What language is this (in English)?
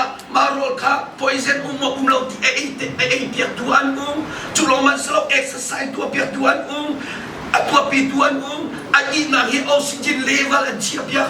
Hakha Chin